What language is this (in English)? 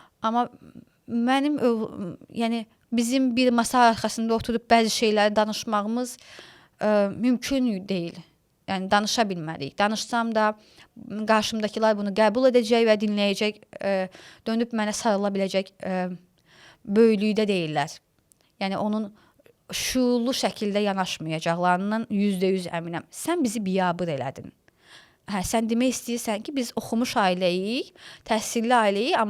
Azerbaijani